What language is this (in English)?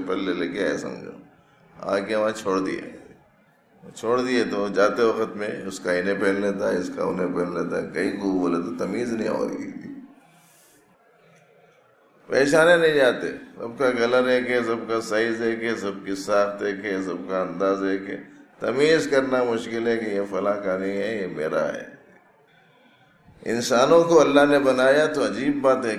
Urdu